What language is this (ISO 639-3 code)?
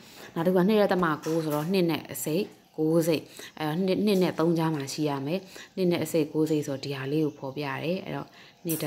mya